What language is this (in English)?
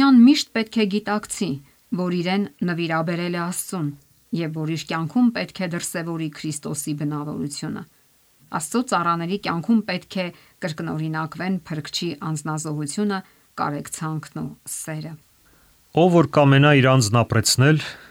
Armenian